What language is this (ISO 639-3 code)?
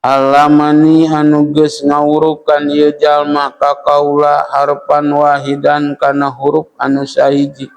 sun